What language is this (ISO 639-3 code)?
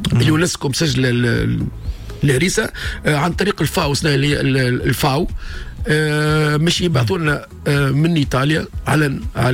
aeb